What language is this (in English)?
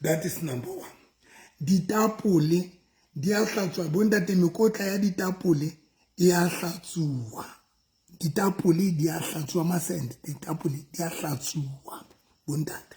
Southern Sotho